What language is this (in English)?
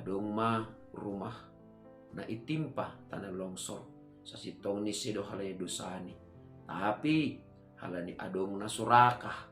Batak Simalungun